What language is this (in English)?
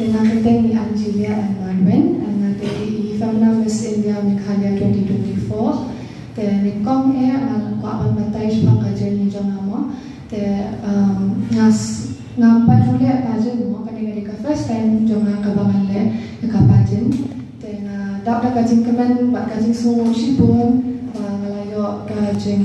Khasi